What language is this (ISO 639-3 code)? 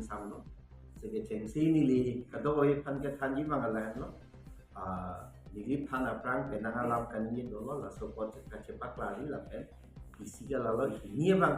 mjw